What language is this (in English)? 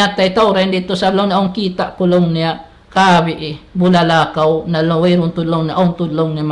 Tausug